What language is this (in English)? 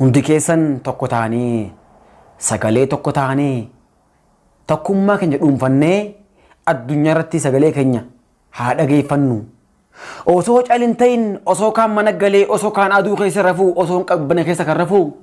Oromo